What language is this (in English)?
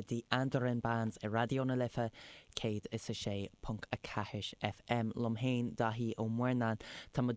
Irish